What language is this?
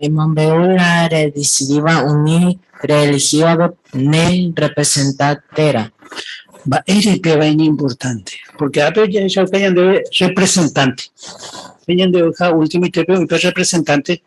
Guarani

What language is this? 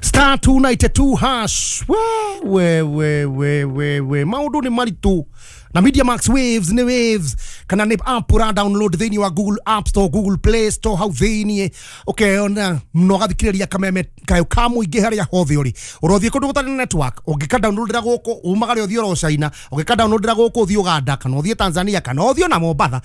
Kikuyu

